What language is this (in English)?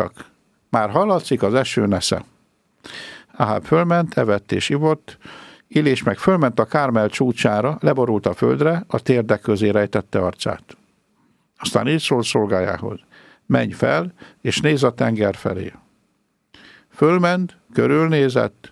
Hungarian